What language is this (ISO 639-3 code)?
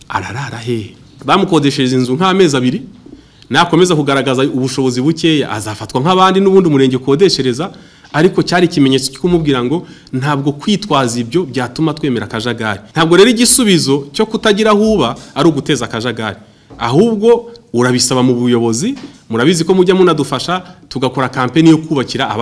kin